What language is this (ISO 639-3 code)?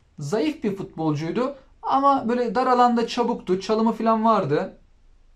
tur